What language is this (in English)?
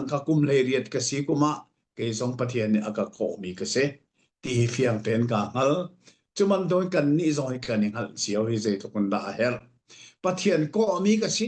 Hakha Chin